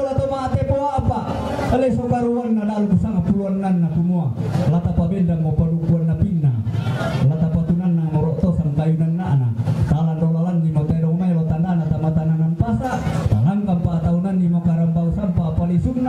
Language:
Toraja-Sa'dan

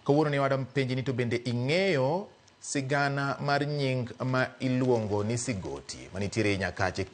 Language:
Luo (Kenya and Tanzania)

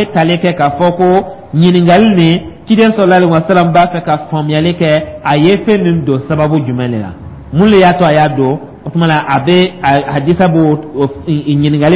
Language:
Dyula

